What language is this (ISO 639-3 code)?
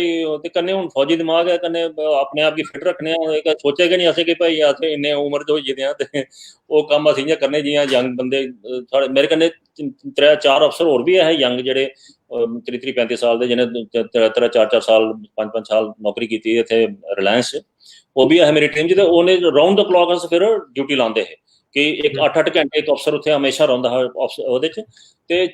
doi